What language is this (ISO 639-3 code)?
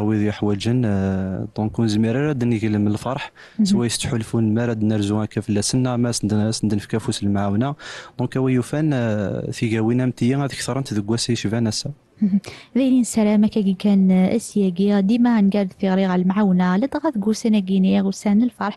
kab